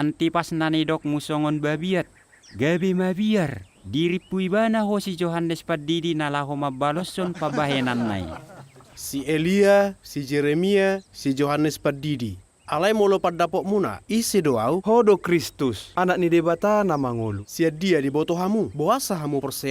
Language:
Batak Toba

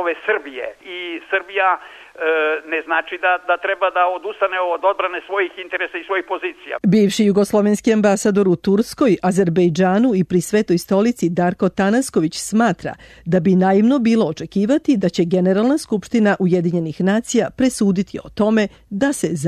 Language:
Serbian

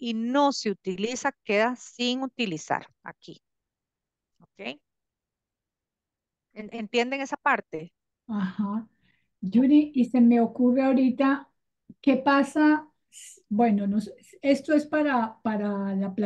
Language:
Spanish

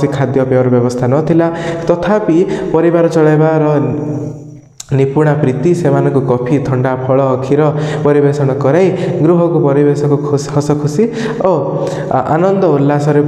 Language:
Odia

